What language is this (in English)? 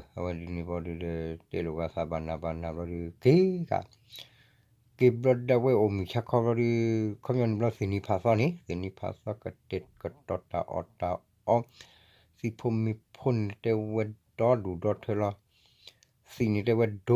S'gaw Karen